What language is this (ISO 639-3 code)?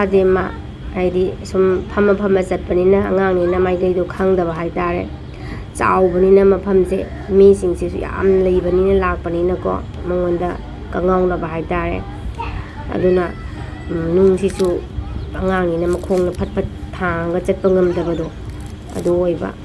mni